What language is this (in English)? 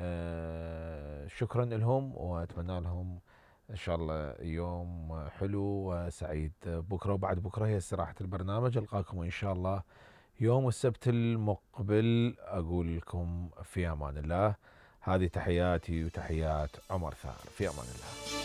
Mesopotamian Arabic